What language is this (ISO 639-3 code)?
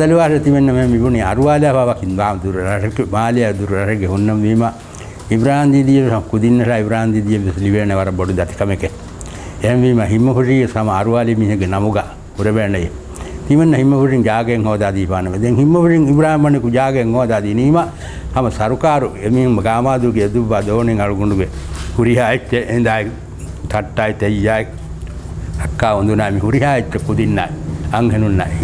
div